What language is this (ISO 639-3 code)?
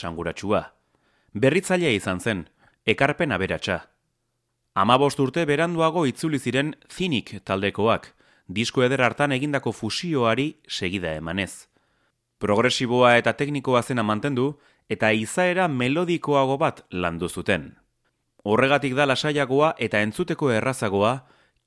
eus